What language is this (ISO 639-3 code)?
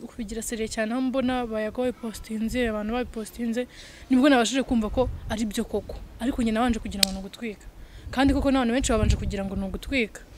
kin